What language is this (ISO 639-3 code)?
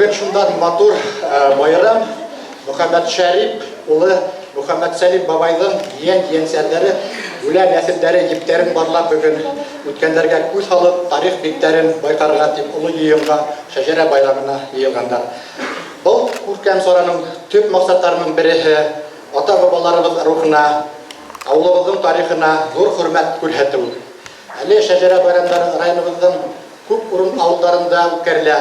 bak